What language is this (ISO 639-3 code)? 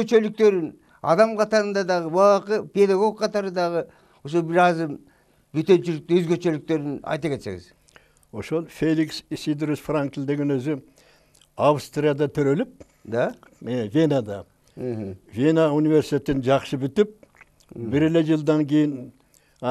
kir